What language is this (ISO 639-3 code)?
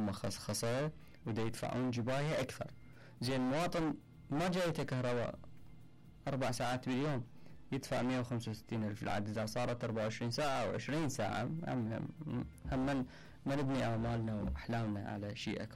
acm